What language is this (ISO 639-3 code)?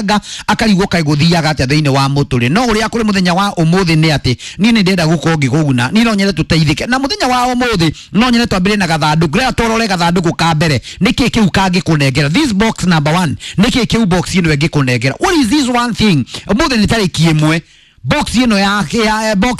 kik